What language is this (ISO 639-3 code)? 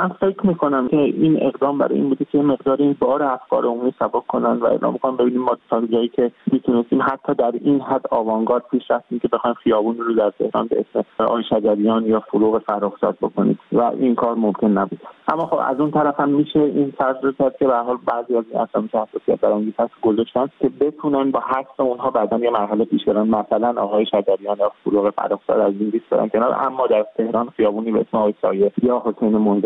fas